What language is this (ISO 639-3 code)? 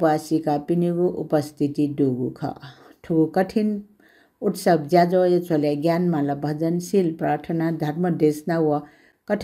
new